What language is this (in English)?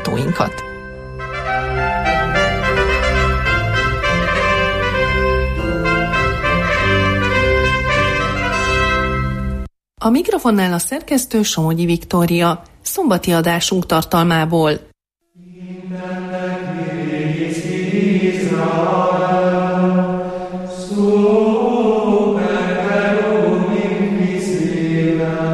Hungarian